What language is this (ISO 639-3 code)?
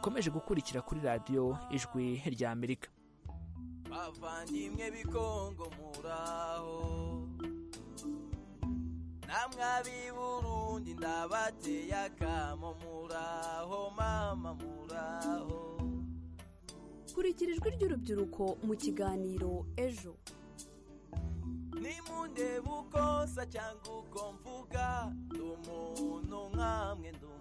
kin